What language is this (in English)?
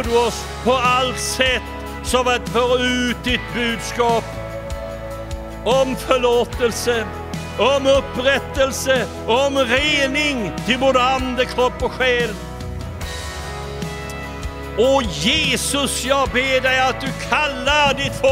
Swedish